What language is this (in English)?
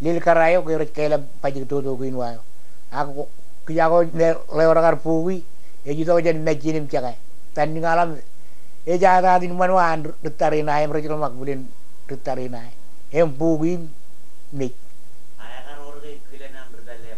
Marshallese